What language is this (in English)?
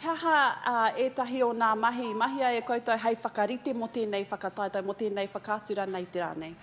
Māori